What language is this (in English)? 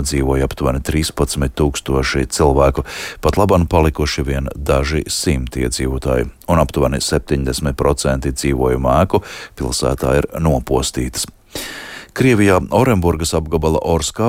Latvian